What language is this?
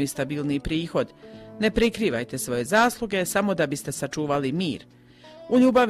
Croatian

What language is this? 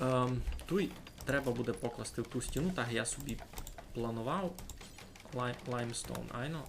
Rusyn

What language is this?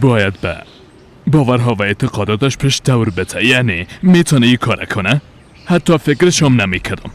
Persian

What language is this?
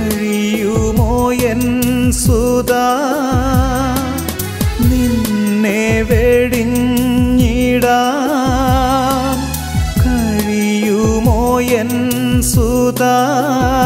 Malayalam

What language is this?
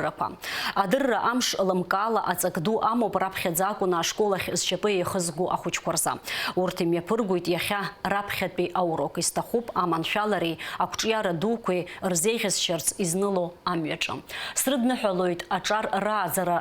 Abkhazian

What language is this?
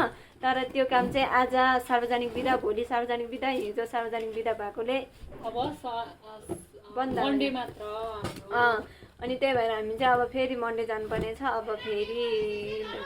Nepali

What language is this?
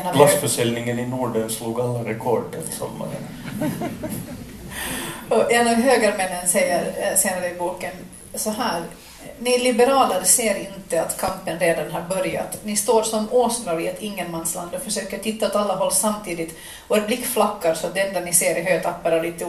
Swedish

